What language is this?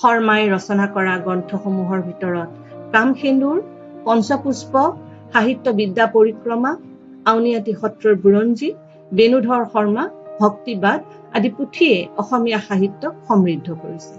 Assamese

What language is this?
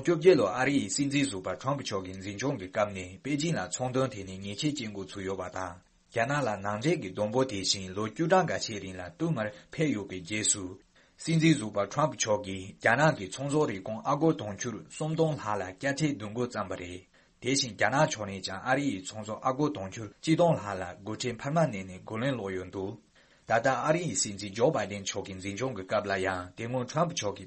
Tibetan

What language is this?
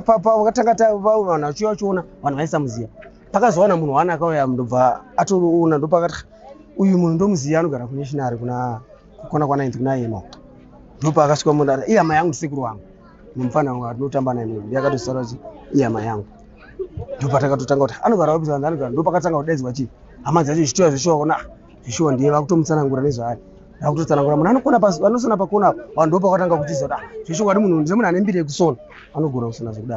Shona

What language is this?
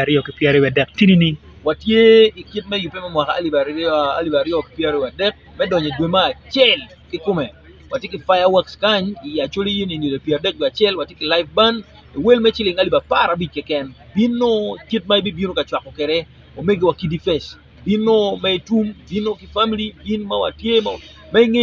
Acoli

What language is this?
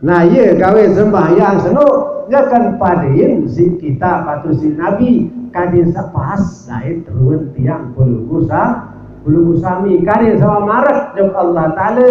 Sasak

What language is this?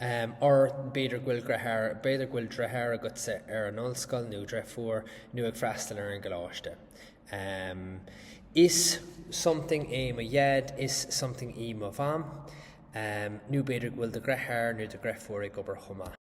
Irish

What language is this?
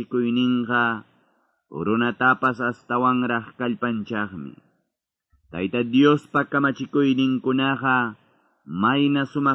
Quechua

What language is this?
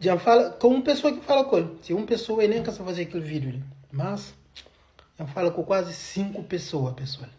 Kabuverdianu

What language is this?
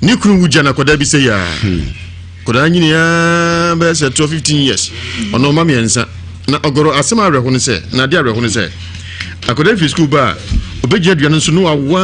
Akan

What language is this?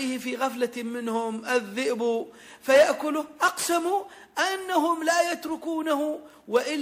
Arabic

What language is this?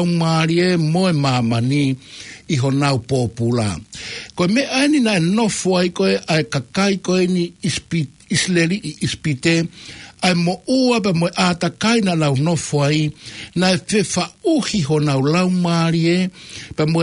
Tongan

